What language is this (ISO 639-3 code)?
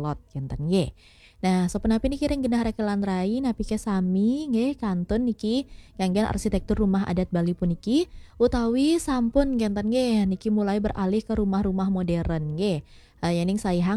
ban